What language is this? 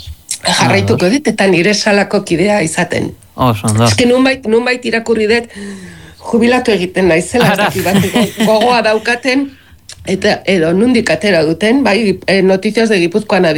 Basque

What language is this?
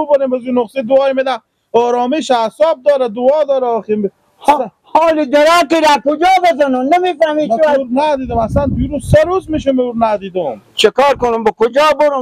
Persian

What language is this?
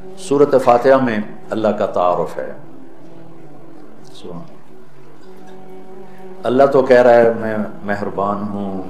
Urdu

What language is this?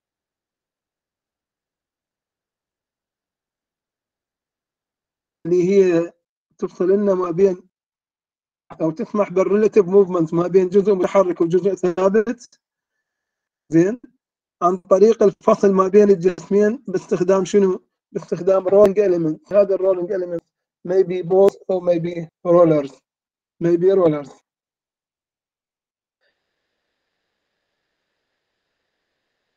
Mesopotamian Arabic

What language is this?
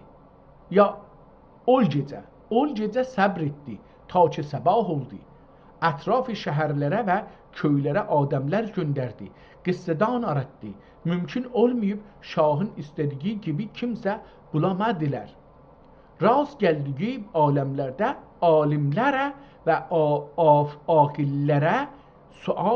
South Azerbaijani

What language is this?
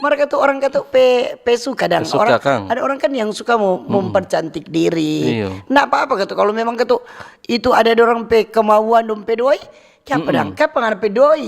Manado Malay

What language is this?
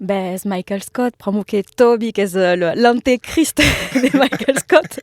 Occitan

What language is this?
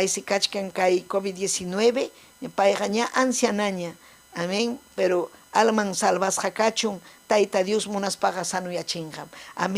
Ayacucho Quechua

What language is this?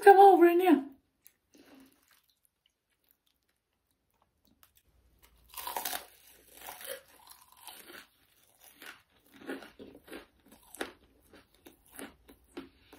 Manipuri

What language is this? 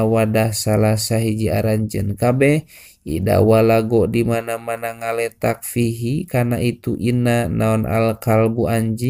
Sundanese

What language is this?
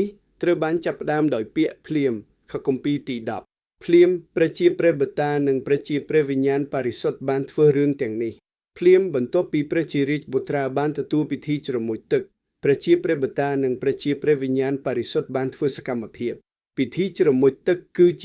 Khmer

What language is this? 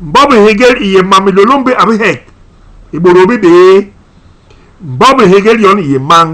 Basaa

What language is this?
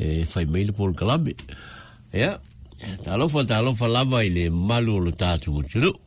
Samoan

